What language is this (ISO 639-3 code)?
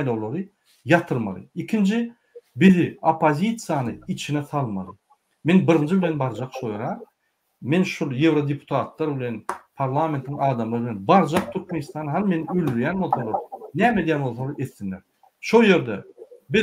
tuk